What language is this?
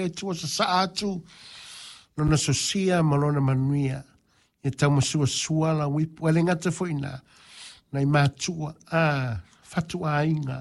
Samoan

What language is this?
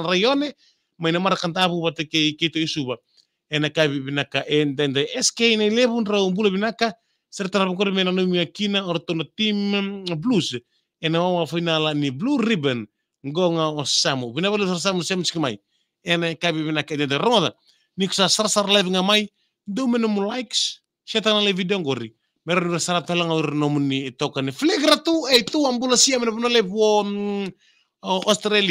Fijian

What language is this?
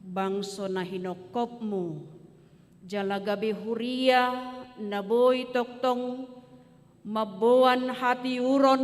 Batak Toba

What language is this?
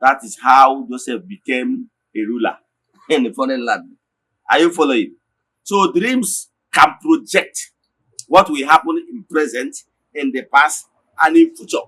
Igbo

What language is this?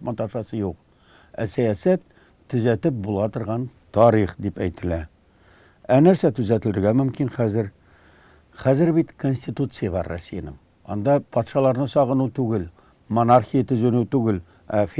Tatar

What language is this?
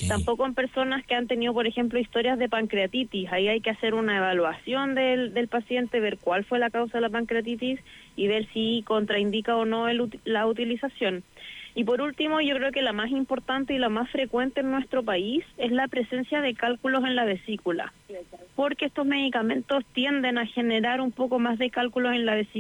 Spanish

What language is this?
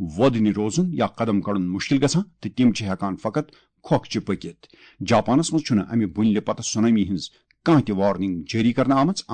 Kashmiri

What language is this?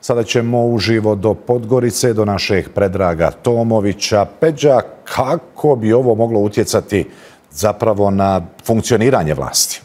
Bosnian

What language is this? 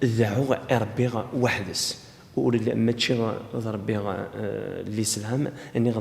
Kabyle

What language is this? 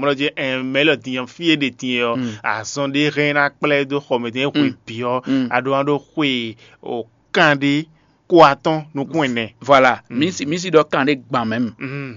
Fon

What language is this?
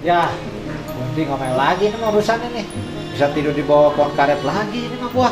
Betawi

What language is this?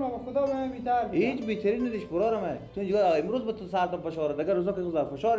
Persian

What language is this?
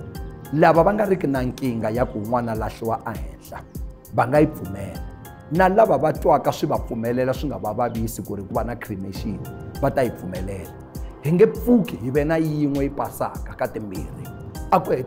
Tsonga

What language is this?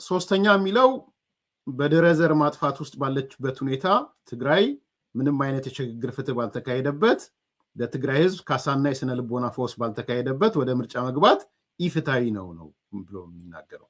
Amharic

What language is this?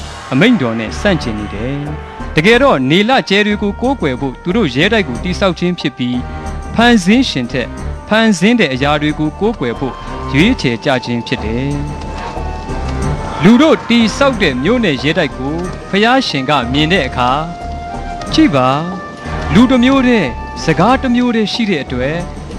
Burmese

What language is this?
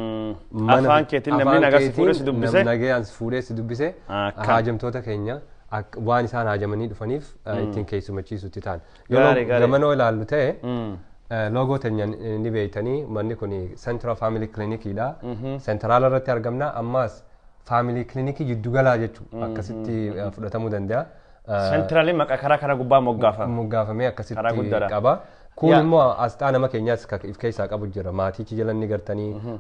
Oromo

